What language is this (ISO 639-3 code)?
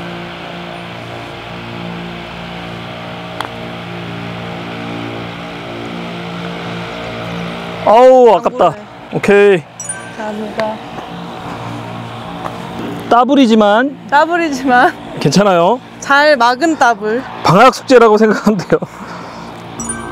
kor